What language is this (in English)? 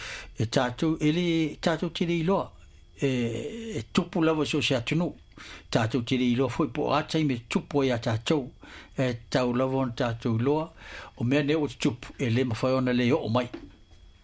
Samoan